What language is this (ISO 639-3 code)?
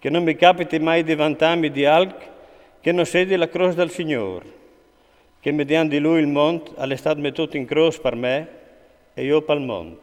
fur